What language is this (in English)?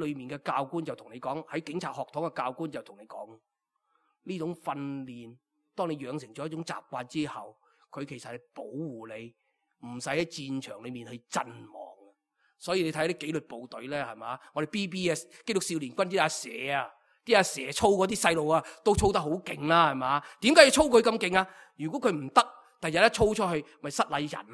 Cantonese